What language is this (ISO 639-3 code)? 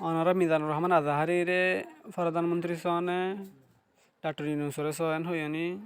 rhg